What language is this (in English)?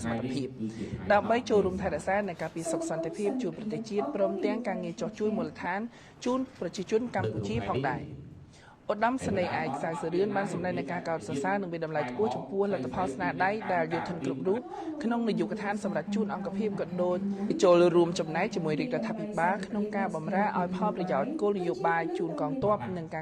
Khmer